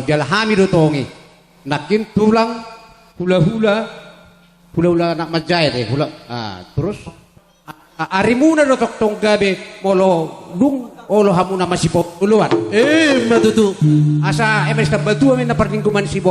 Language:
Batak Toba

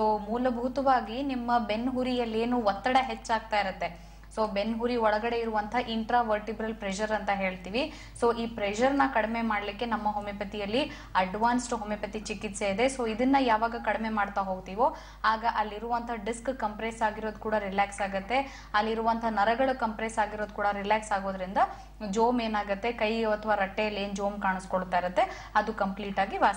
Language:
Kannada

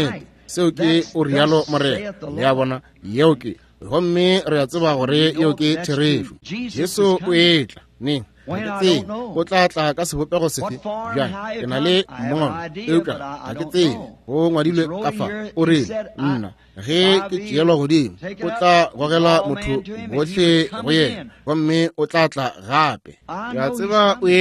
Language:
Northern Sotho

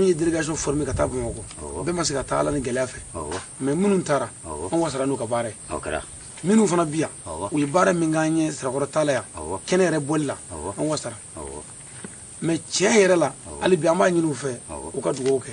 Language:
Bambara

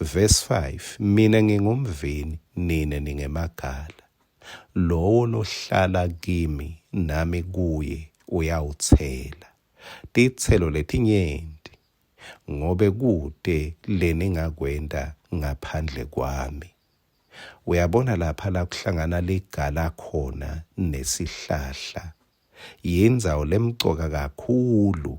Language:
Swati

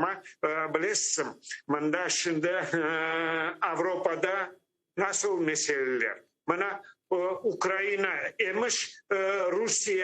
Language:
Crimean Tatar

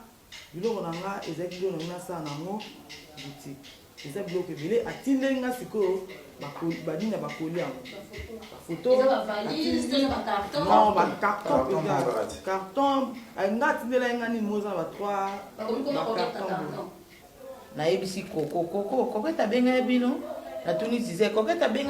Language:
Lingala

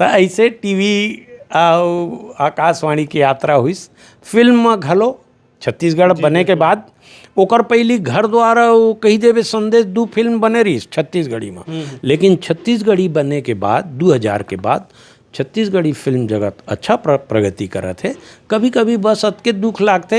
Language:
Chhattisgarhi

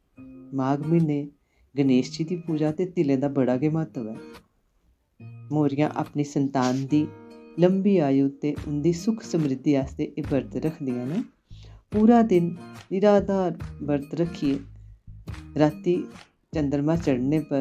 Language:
Dogri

